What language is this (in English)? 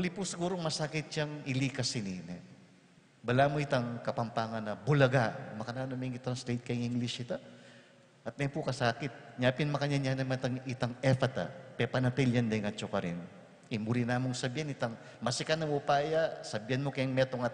Pampanga